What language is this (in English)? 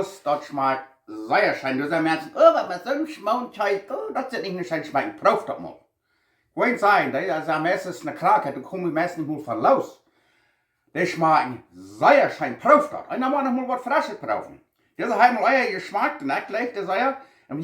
Plautdietsch